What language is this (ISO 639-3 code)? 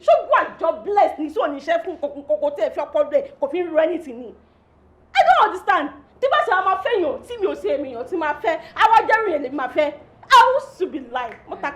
yor